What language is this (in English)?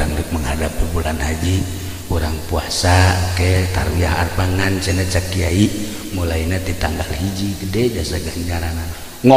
Sundanese